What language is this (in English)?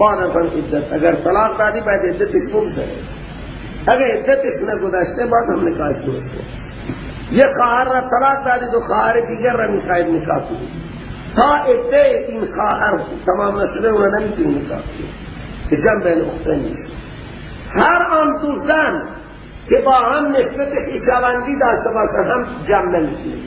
Persian